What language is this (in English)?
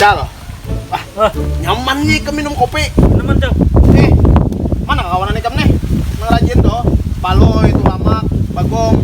Banjar